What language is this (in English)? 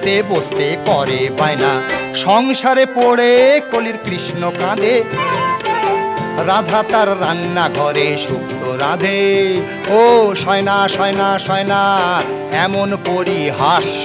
Bangla